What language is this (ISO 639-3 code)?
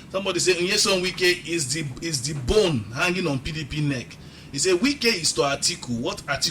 pcm